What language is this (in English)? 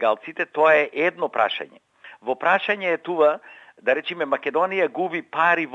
Macedonian